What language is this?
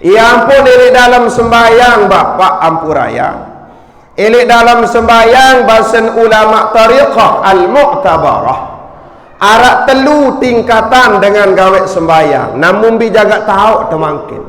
Sasak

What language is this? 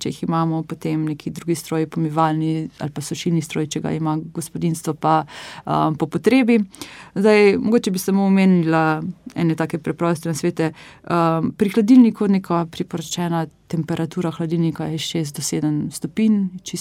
Slovenian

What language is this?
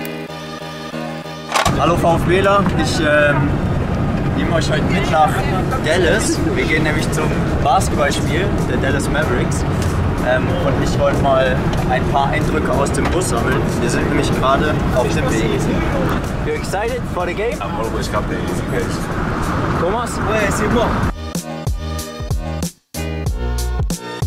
German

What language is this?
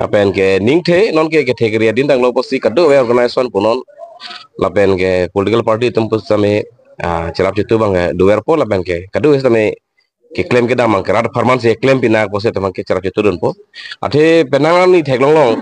Karbi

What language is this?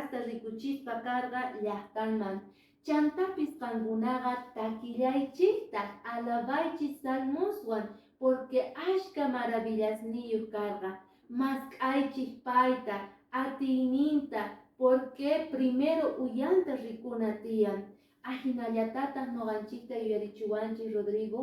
Quechua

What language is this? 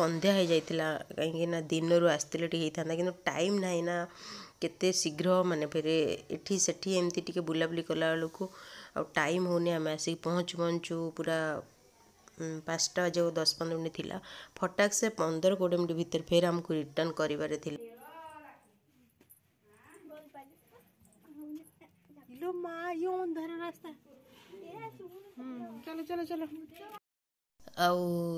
Odia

